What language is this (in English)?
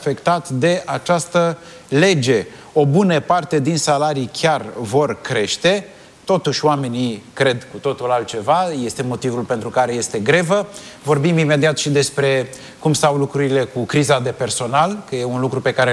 Romanian